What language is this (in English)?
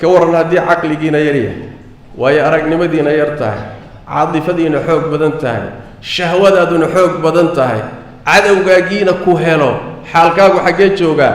Somali